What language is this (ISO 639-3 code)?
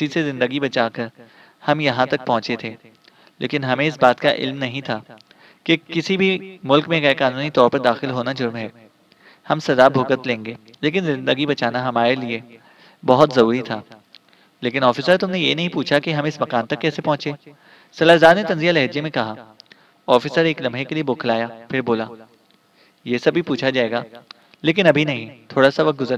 urd